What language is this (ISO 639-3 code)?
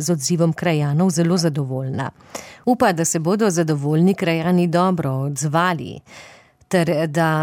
slv